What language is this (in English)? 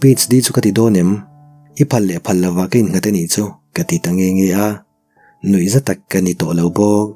Mizo